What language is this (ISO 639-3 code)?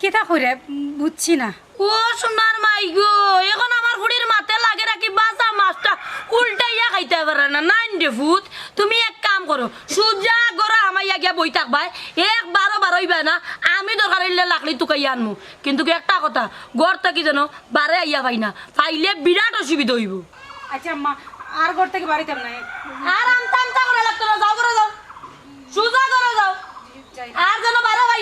syl